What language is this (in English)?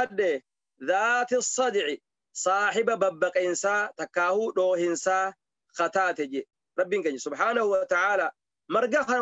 Oromo